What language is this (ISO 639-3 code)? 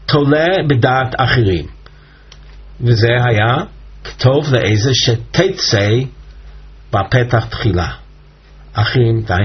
heb